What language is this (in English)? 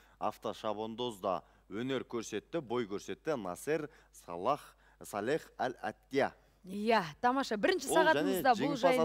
Kazakh